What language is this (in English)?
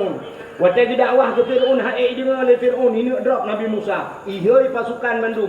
Achinese